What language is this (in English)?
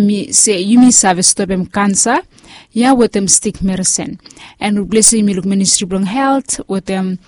Bislama